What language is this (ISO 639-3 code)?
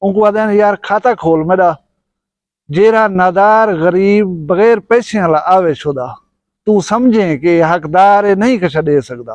skr